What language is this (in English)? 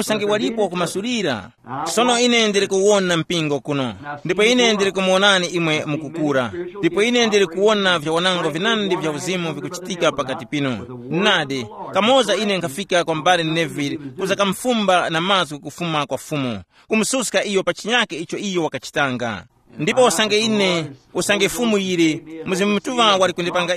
Tumbuka